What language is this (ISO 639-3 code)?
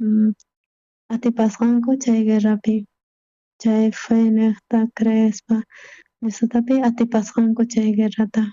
quh